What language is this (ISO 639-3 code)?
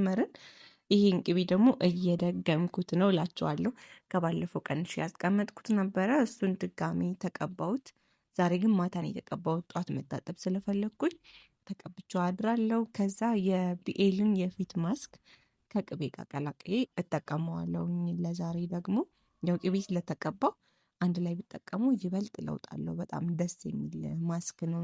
amh